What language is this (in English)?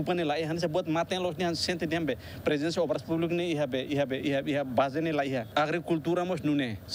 Tetum